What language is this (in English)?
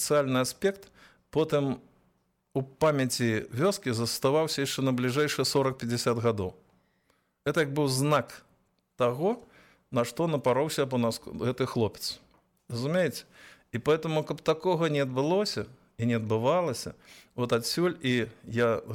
Belarusian